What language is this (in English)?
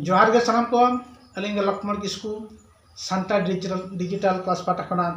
Santali